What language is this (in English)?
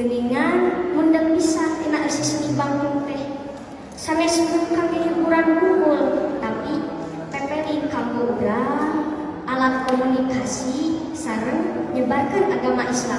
Sundanese